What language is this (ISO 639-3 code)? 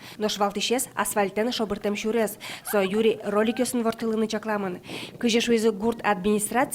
udm